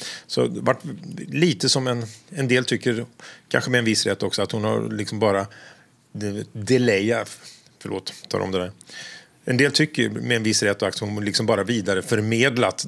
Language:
Swedish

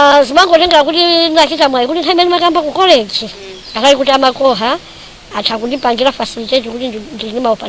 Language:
Nyanja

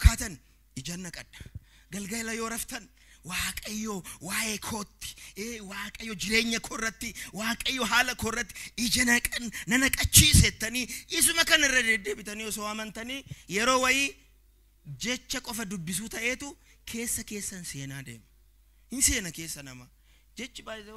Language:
Oromo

